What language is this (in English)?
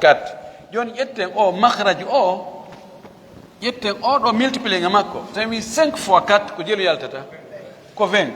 Fula